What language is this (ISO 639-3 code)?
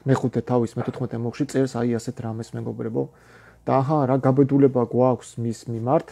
kat